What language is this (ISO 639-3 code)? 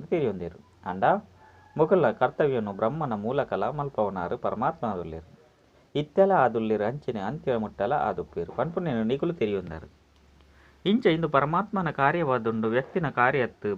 tcy